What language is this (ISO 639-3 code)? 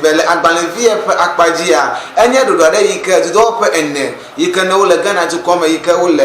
ewe